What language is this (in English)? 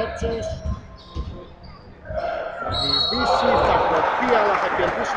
Greek